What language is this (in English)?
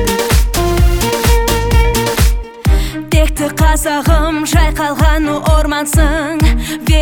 Kazakh